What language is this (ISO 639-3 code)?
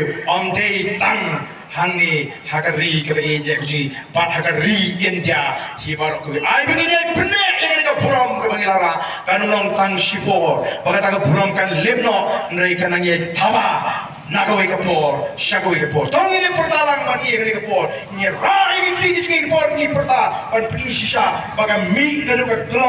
kha